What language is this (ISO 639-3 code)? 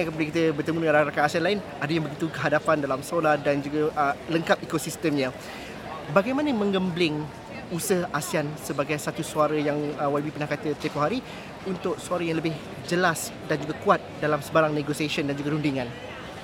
msa